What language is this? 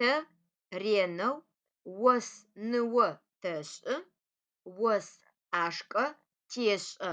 Adyghe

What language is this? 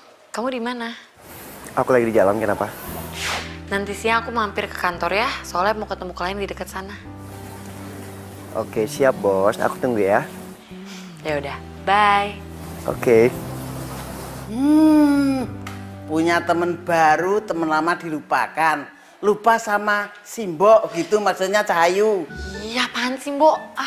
Indonesian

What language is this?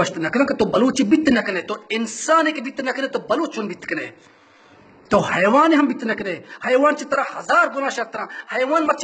Baluchi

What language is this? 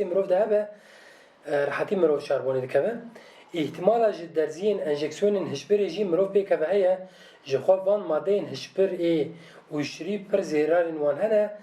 Kurdish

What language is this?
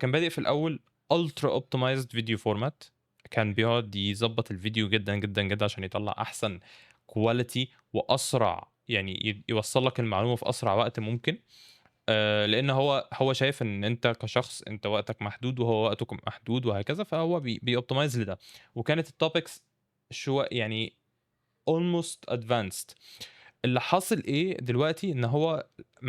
Egyptian Arabic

